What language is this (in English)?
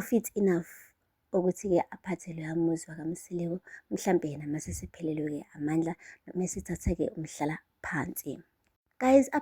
Zulu